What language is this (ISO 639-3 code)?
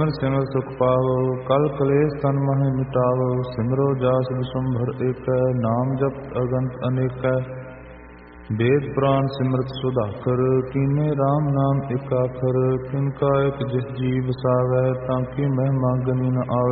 pan